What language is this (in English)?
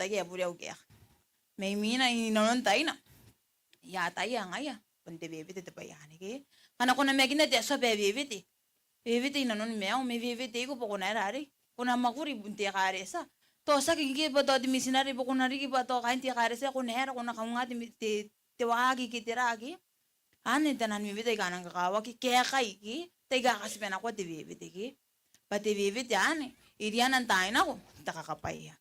Gilbertese